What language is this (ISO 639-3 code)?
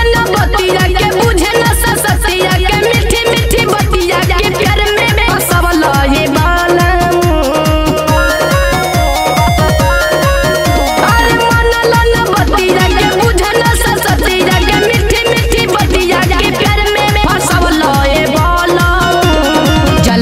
bho